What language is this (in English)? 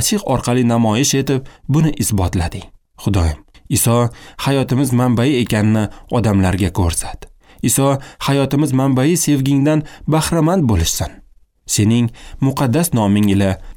Uzbek